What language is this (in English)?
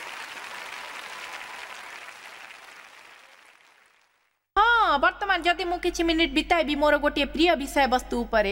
Odia